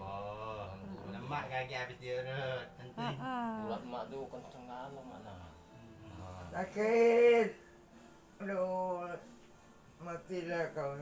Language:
Musi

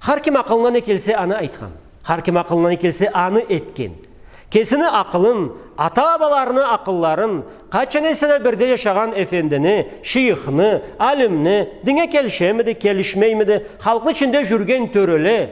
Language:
Karachay-Balkar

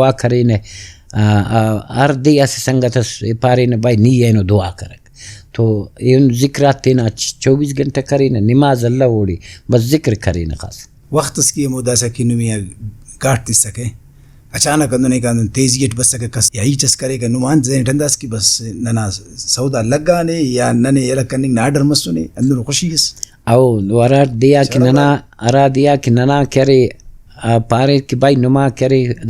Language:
Brahui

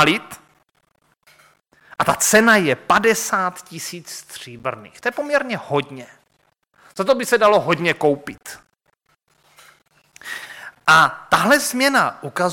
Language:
Czech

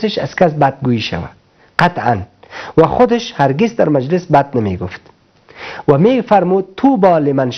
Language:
Persian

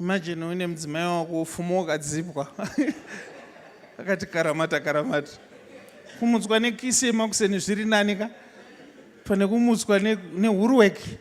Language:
Shona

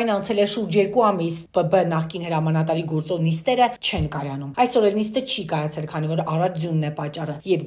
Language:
Armenian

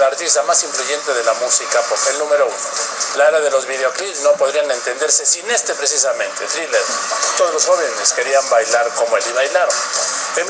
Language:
Spanish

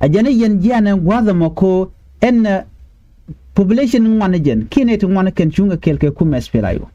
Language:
Nuer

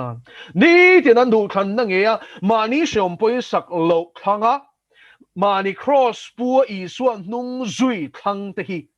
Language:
Mizo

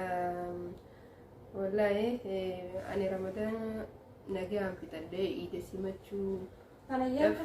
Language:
Oromo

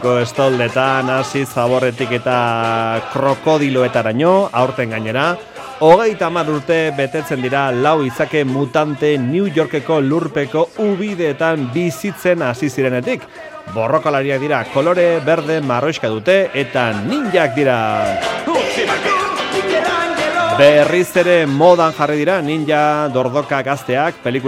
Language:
Basque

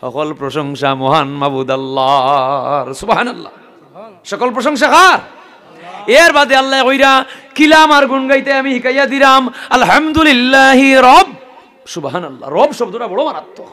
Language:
Sylheti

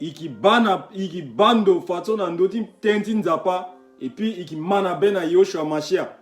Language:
Sango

